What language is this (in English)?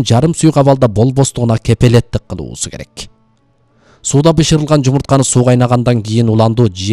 Kyrgyz